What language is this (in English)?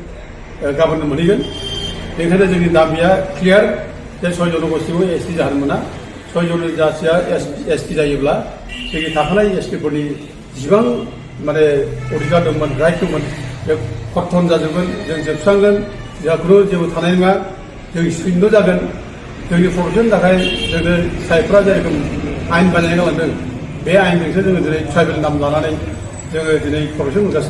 Bodo